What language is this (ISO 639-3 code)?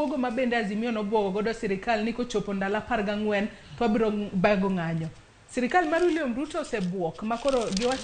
luo